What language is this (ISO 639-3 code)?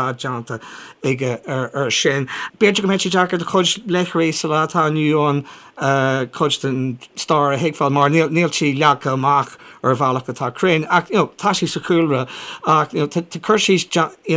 gle